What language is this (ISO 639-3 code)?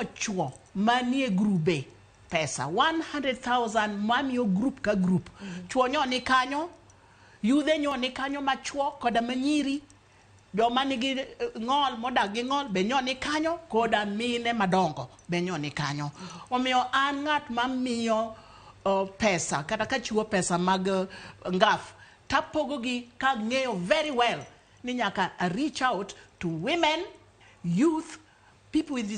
luo